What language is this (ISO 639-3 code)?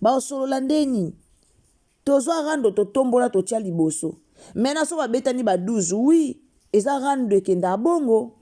lin